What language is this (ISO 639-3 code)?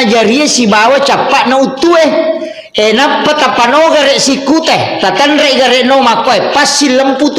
bug